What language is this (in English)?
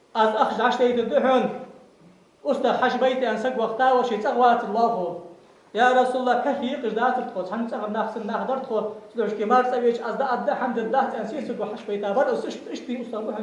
Ingush